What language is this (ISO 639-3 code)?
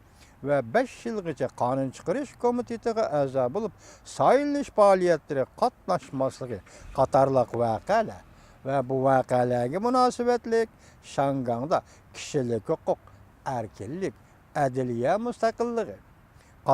uig